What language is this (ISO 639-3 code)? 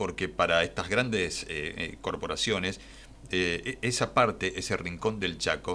spa